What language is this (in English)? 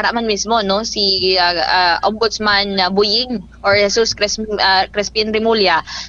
Hiligaynon